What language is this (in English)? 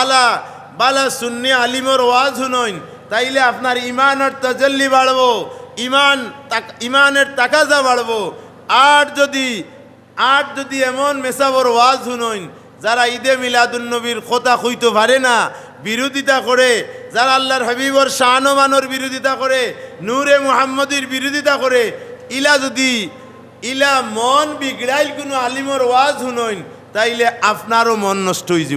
Sylheti